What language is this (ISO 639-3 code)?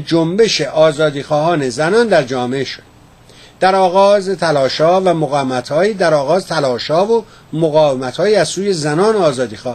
fas